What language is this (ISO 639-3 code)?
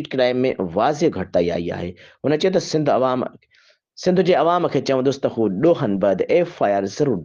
snd